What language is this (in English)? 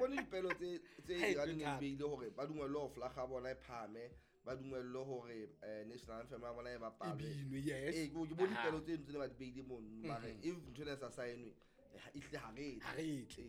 Southern Sotho